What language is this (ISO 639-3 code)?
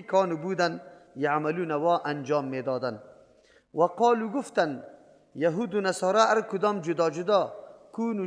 fas